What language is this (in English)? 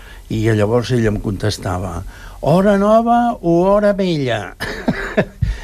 Catalan